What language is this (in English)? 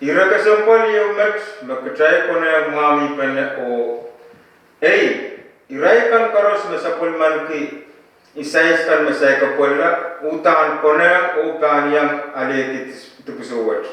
Pohnpeian